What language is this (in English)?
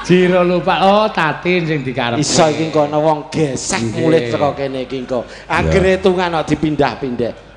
Javanese